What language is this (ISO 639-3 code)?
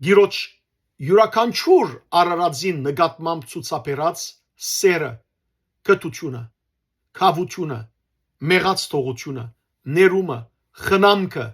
hyw